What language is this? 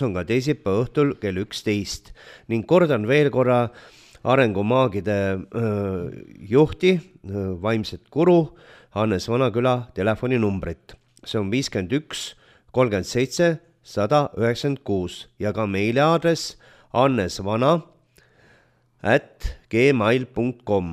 Estonian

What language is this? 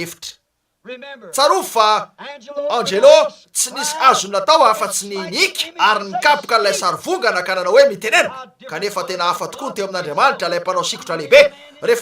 Malagasy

